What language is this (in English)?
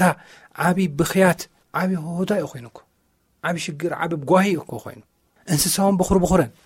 Tigrinya